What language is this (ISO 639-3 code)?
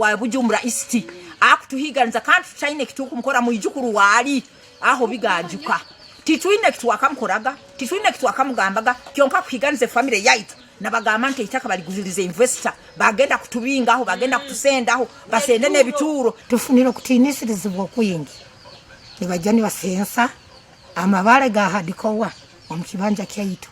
nyn